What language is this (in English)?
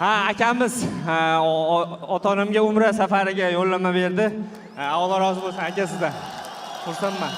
Uzbek